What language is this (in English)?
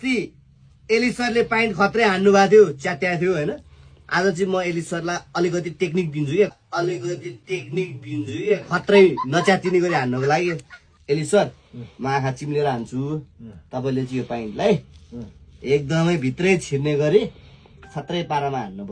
Nepali